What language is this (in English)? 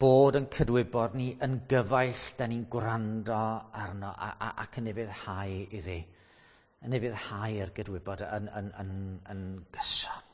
Welsh